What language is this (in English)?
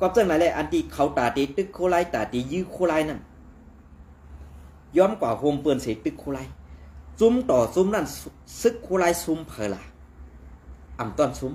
Shan